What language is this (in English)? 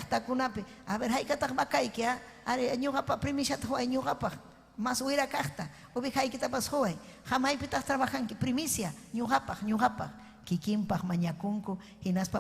Ayacucho Quechua